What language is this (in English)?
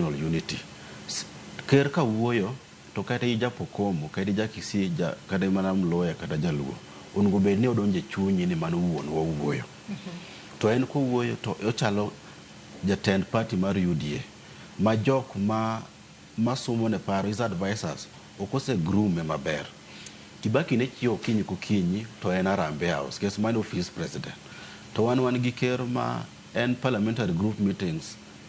Luo (Kenya and Tanzania)